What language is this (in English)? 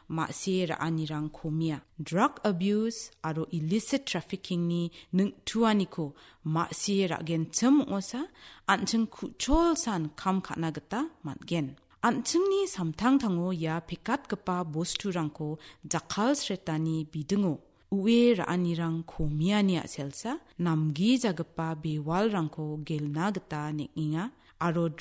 Garo